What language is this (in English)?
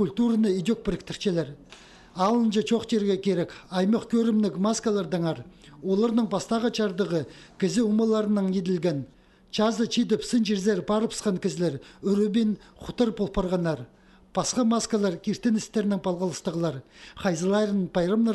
Khakas